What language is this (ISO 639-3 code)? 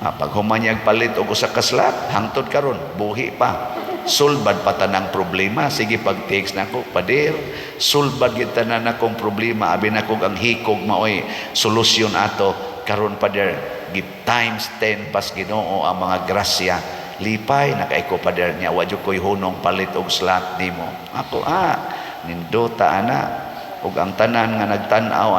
ceb